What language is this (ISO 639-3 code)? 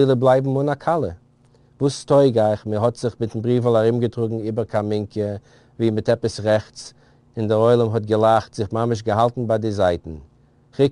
yid